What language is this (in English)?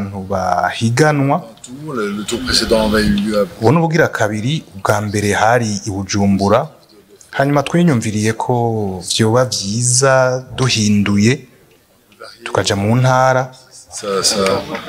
Rundi